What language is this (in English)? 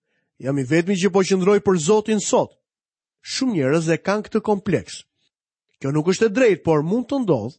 Albanian